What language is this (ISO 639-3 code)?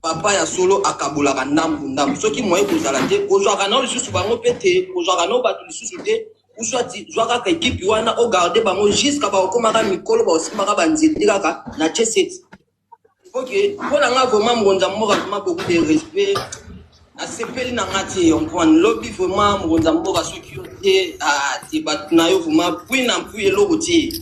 lin